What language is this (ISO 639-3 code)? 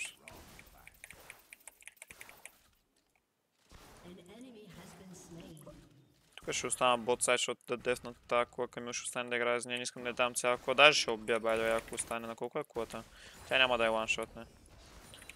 bul